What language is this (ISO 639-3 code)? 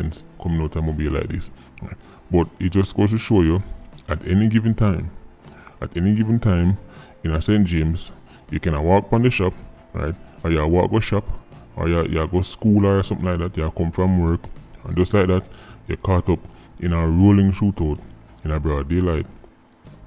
jam